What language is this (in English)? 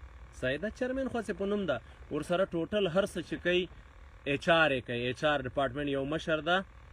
Pashto